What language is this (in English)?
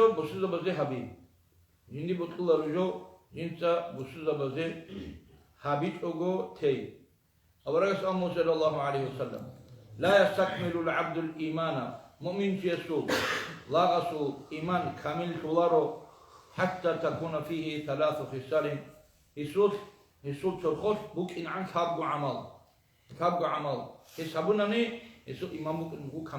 Avaric